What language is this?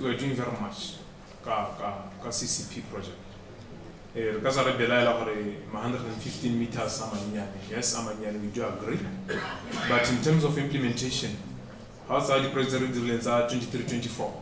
Tswana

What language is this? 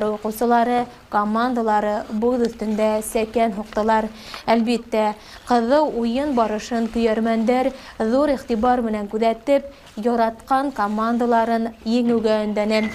Bashkir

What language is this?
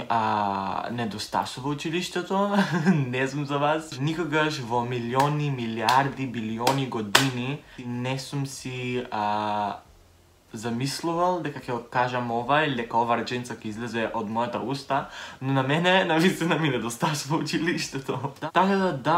Macedonian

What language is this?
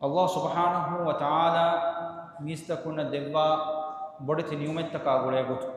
Divehi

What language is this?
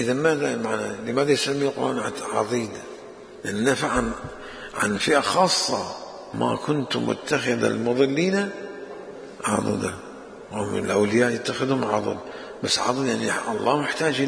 Mesopotamian Arabic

